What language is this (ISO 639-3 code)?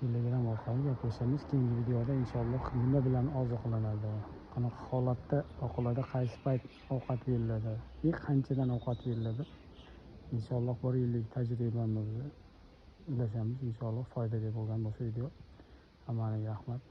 uzb